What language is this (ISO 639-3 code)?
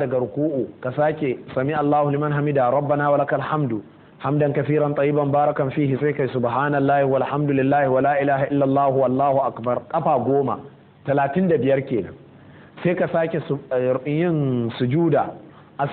hau